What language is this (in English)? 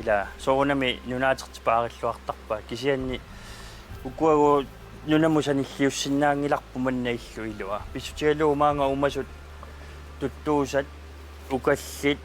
Kalaallisut